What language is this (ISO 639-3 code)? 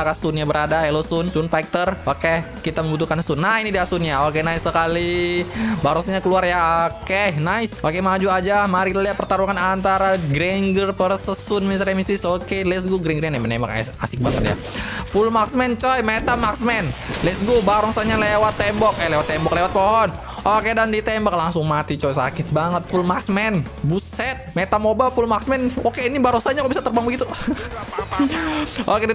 ind